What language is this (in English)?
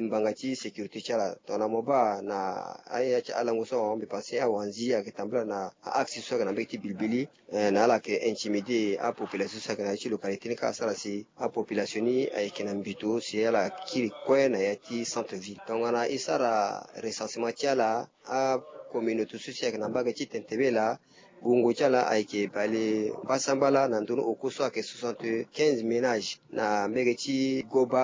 Sango